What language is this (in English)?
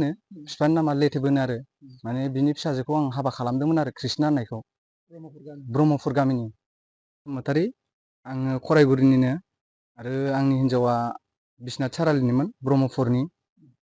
Bodo